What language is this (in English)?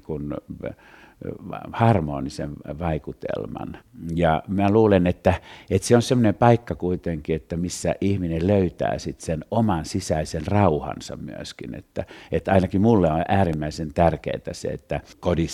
Finnish